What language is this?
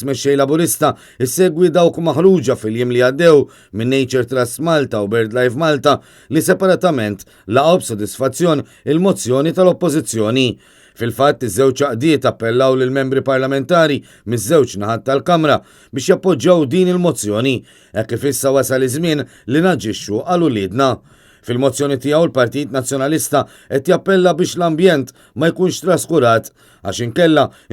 Maltese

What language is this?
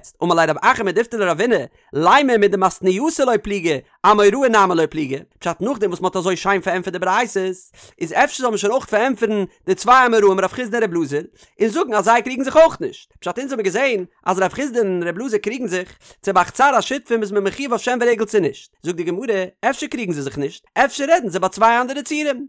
Yiddish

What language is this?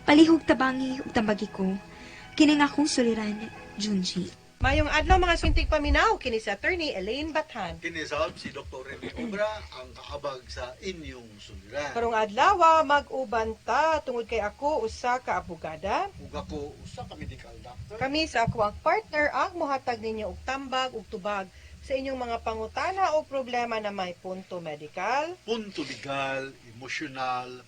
Cebuano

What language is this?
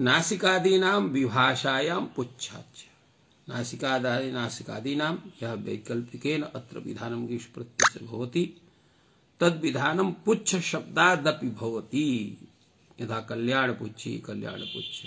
Sanskrit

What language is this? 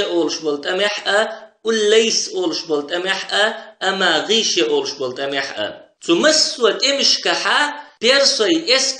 Chechen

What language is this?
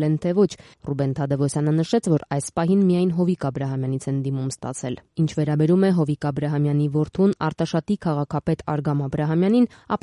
Armenian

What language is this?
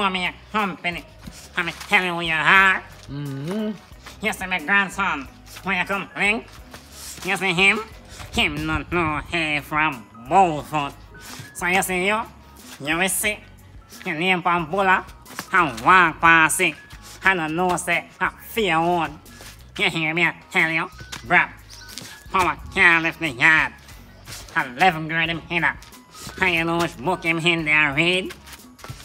Jamaican Creole English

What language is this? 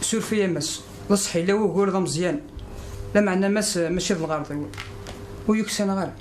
Kabyle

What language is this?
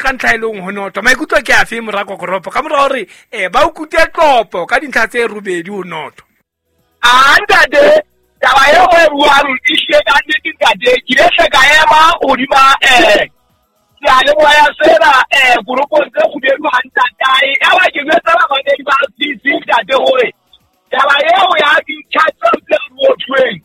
Southern Sotho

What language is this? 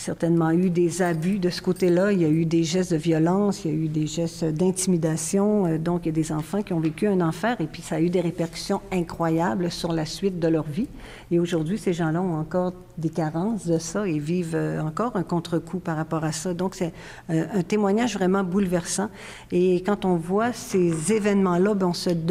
French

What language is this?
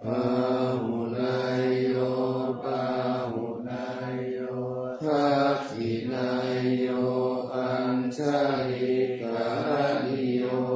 Pali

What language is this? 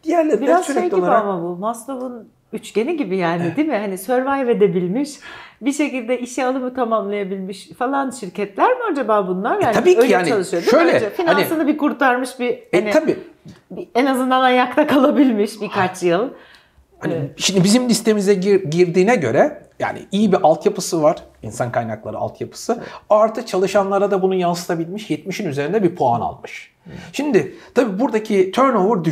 Turkish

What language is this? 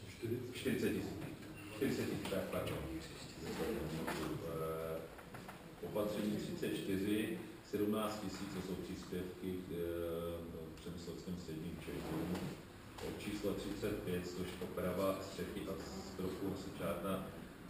Czech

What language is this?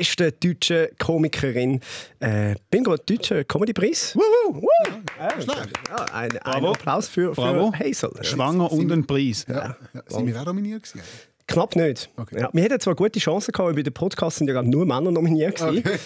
Swiss German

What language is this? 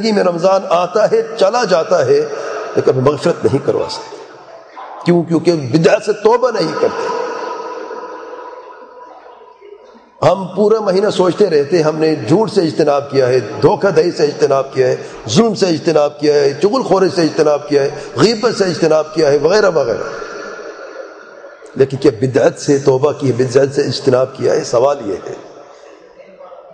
Urdu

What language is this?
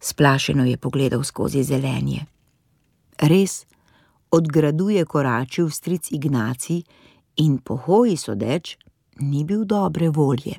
Slovenian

